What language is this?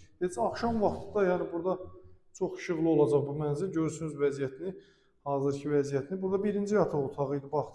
Azerbaijani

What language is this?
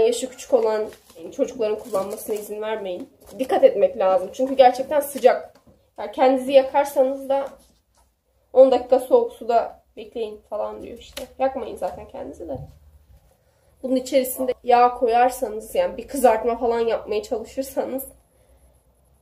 Turkish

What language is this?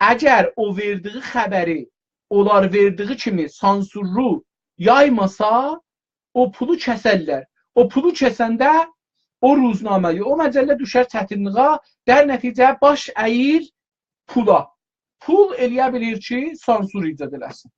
South Azerbaijani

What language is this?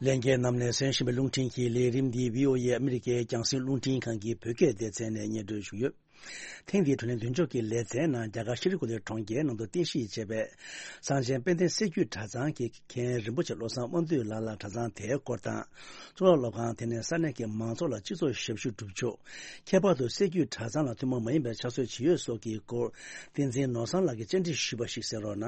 Tibetan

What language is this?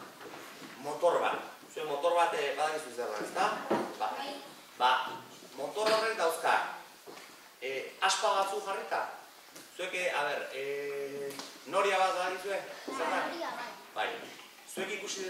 Basque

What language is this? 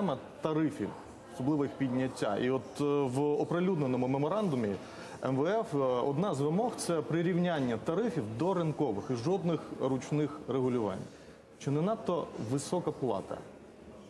Ukrainian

